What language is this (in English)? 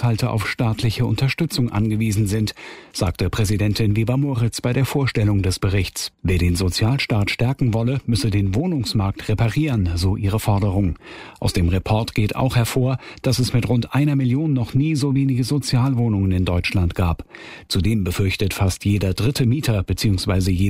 German